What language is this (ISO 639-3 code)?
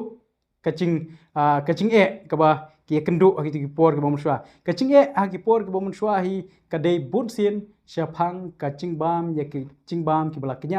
kha